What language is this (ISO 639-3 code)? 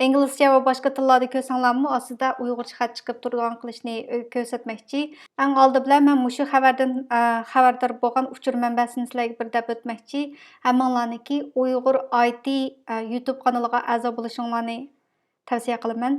uig